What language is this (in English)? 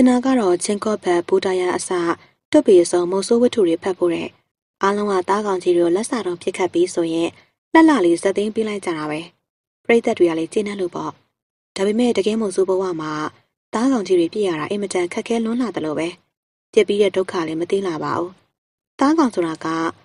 Burmese